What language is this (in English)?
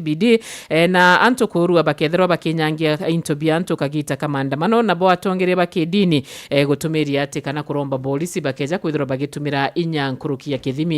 Meru